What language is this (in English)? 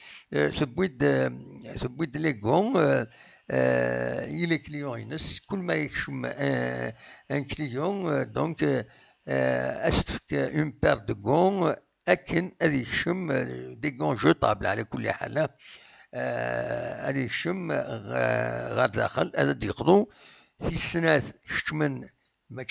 Kabyle